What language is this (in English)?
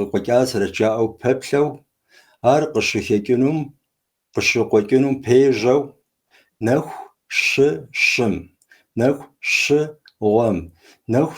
Kabardian